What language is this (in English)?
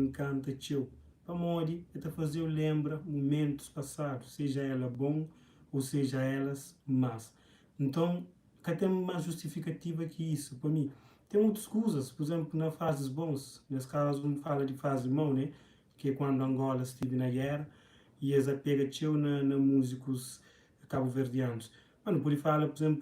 Kabuverdianu